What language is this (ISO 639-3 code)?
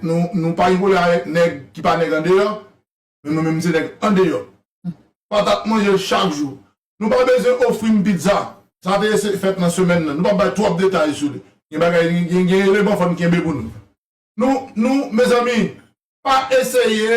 hat